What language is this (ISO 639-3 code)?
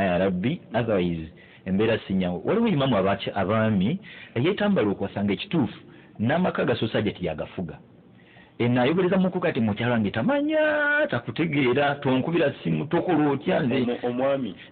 lug